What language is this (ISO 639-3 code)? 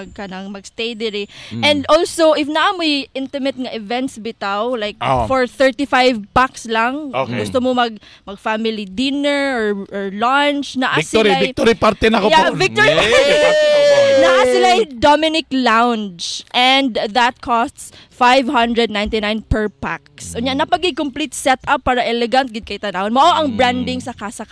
ceb